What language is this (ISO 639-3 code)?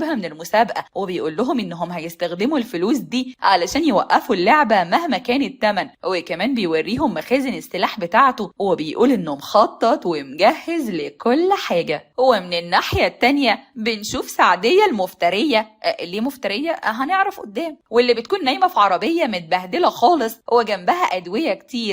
arz